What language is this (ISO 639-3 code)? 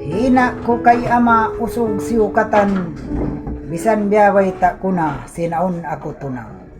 tsg